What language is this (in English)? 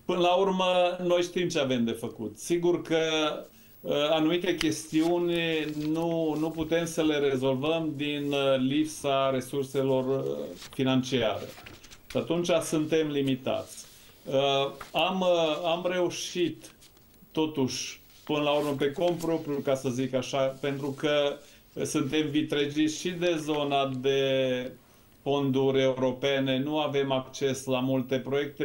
Romanian